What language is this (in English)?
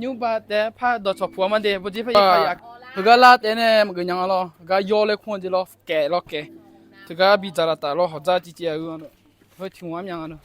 Akha